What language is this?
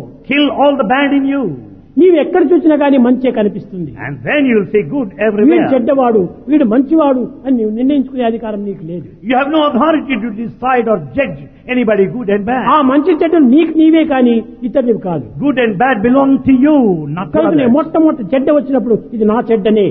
Telugu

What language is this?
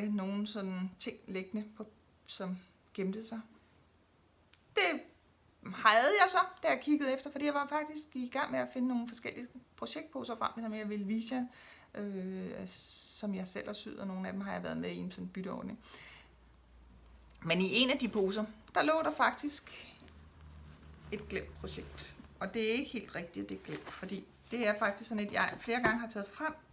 Danish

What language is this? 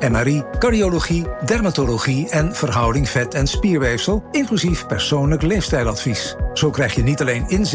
Dutch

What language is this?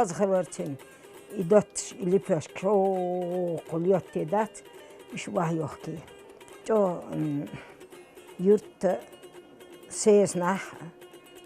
Chechen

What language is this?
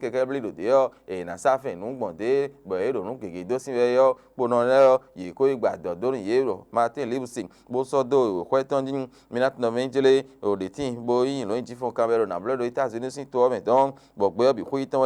Fon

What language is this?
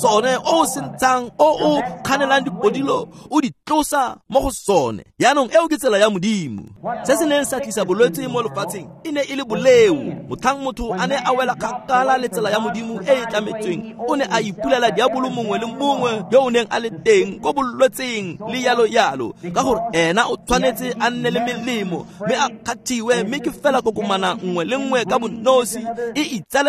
Tswana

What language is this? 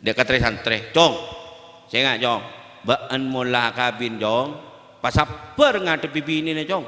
Madurese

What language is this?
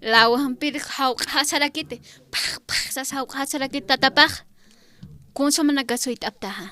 Aymara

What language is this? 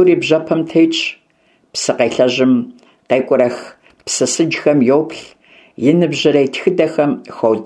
Kabardian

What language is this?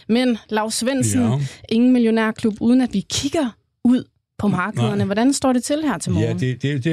Danish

